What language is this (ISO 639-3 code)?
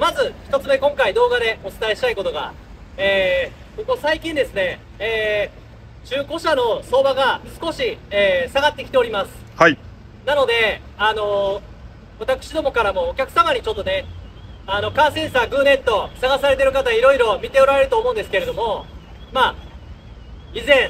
jpn